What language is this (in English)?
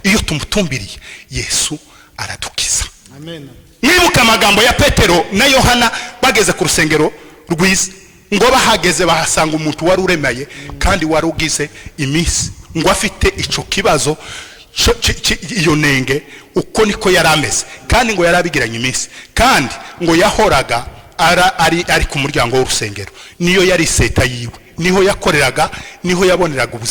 Kinyarwanda